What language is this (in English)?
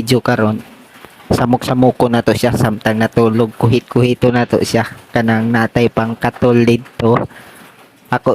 Cebuano